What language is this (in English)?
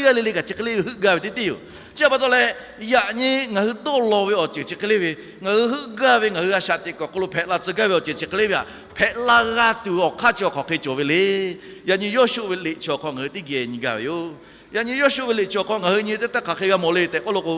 Lahu